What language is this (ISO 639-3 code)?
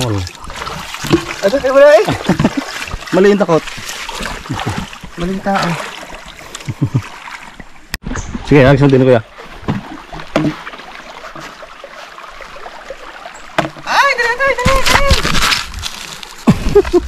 fil